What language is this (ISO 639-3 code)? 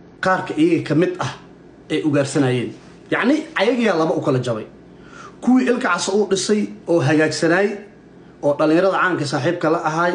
som